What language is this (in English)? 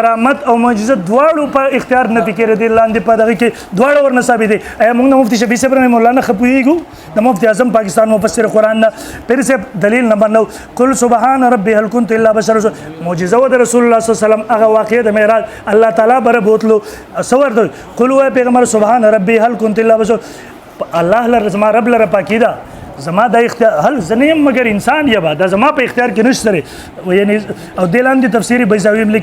Pashto